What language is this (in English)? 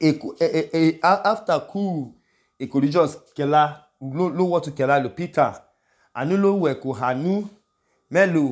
Idoma